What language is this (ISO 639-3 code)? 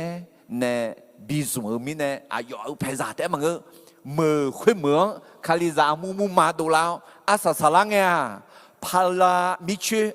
ahk